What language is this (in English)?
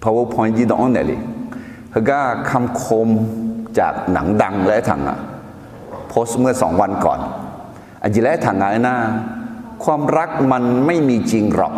Akha